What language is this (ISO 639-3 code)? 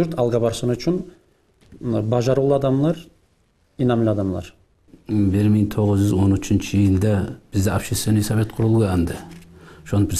kum